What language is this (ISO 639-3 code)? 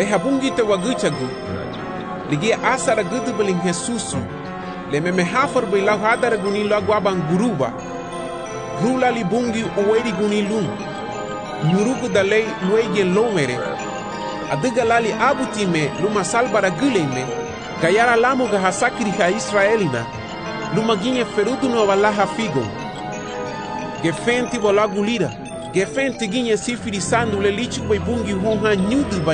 cab